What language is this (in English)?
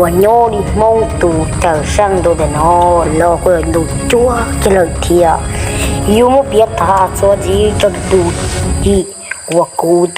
Hmong